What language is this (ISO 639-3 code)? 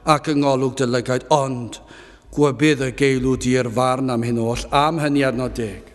cym